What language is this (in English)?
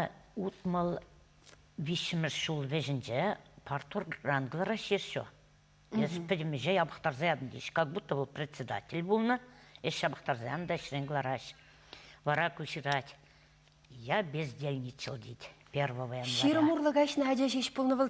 Chuvash